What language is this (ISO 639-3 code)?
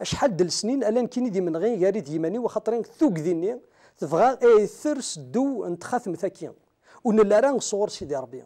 kab